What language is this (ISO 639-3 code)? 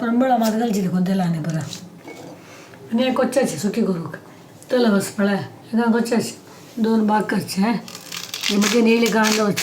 kok